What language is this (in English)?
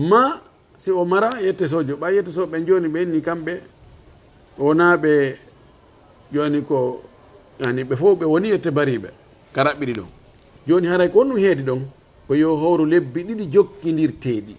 Fula